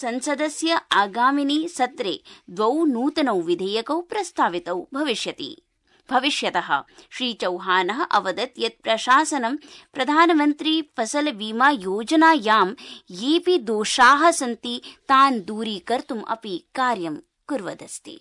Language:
Sanskrit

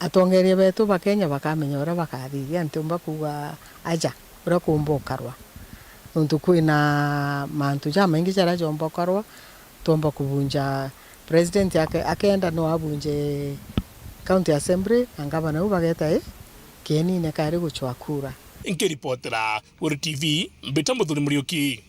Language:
Meru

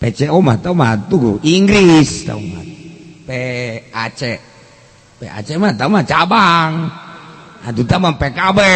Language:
Sundanese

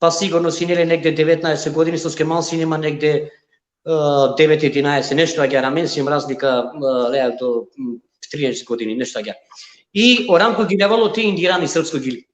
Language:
Balkan Romani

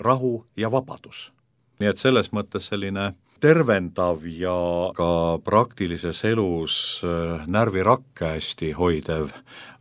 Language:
Estonian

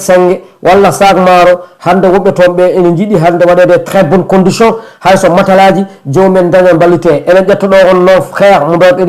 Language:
Fula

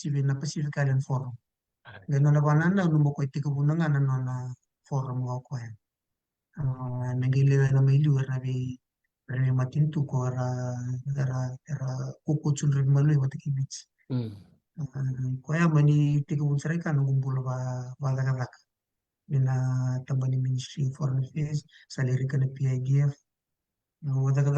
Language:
Fijian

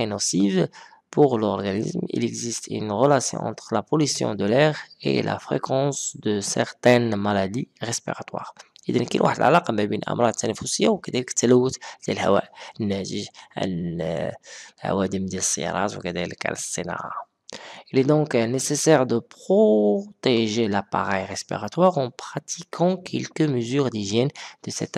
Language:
French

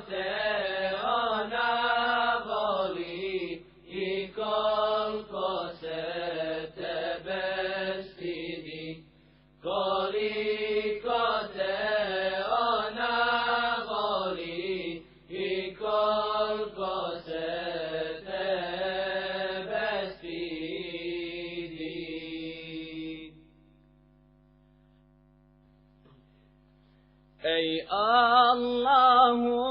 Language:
Bosnian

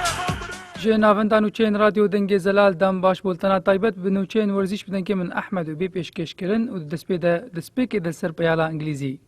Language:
Kurdish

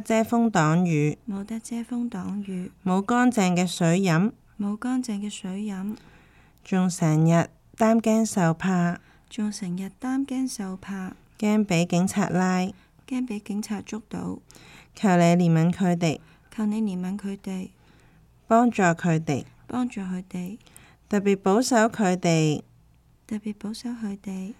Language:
Cantonese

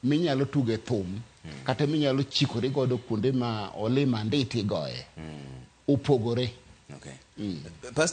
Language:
Luo (Kenya and Tanzania)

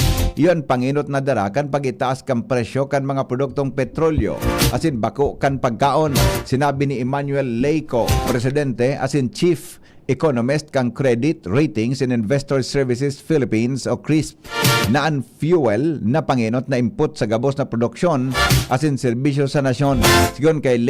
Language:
Bikol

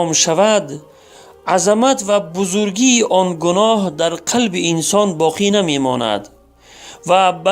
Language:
Tajik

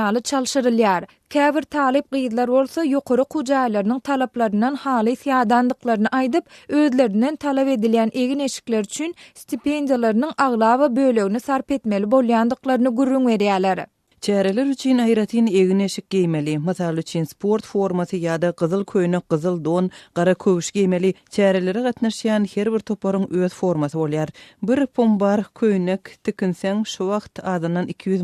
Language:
Turkmen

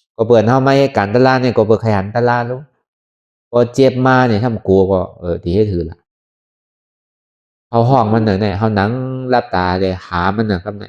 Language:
Shan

